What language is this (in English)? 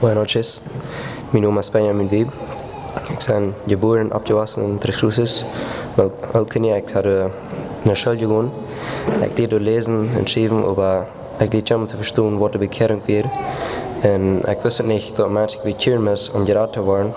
Plautdietsch